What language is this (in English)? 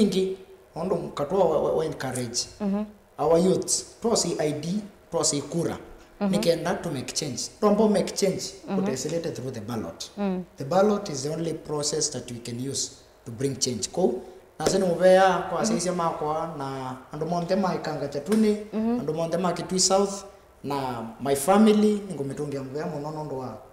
Kamba